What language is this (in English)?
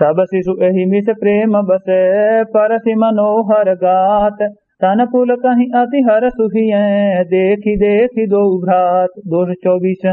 Awadhi